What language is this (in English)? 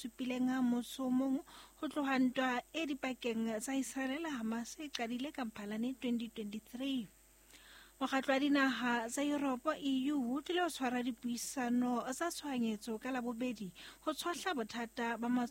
Southern Sotho